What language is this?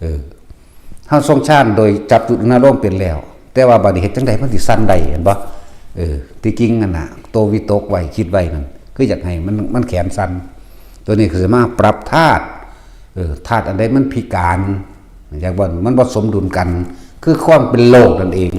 Northeastern Thai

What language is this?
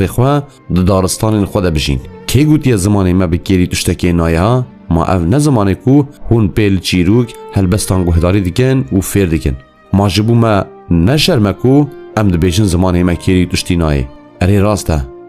Kurdish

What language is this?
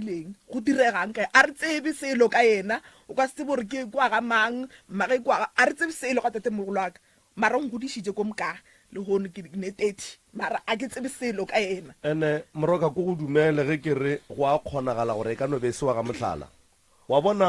Northern Sotho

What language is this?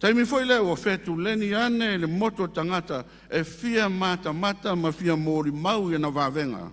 Samoan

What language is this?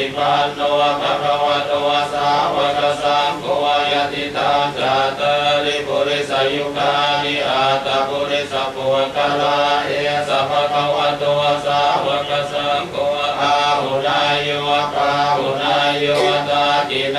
Pali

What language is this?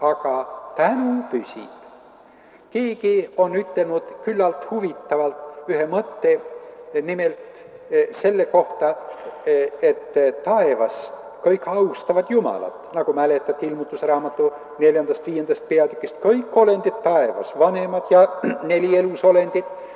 Estonian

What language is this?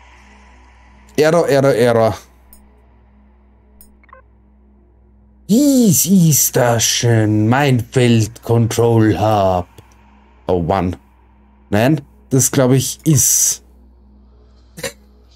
German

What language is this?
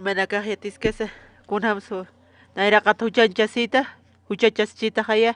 Aymara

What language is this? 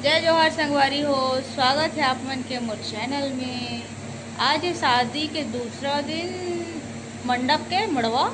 Chhattisgarhi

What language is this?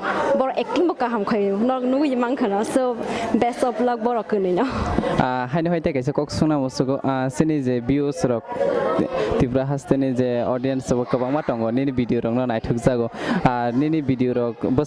Kok Borok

